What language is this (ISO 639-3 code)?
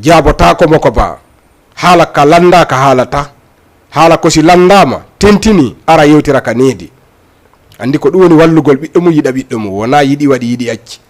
ful